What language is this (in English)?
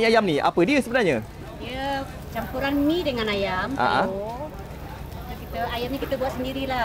Malay